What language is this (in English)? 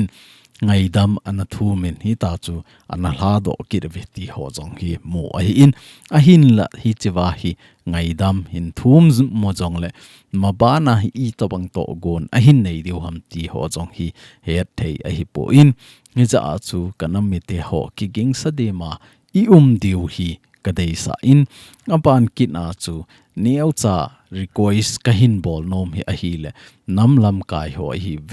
Thado Chin